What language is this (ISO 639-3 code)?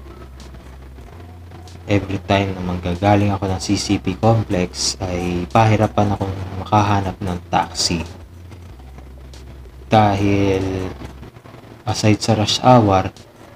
fil